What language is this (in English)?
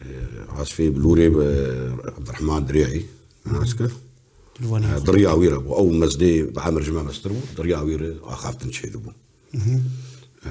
Kurdish